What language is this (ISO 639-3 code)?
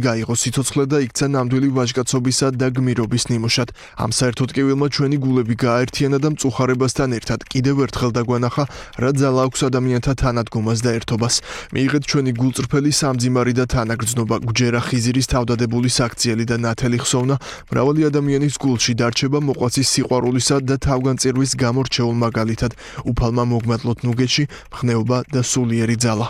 kat